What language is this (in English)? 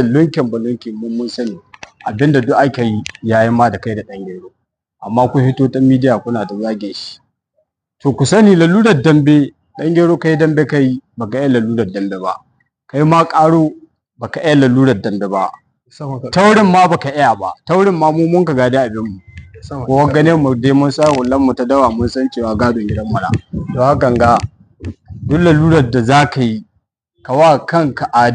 Hausa